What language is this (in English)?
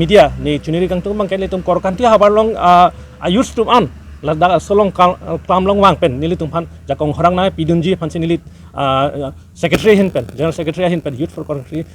Karbi